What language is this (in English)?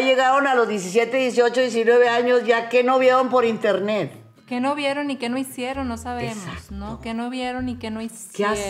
Spanish